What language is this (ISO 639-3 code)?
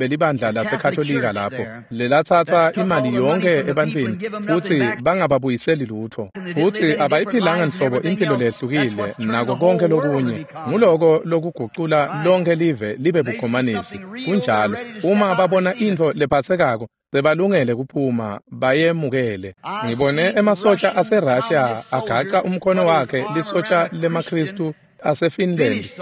ssw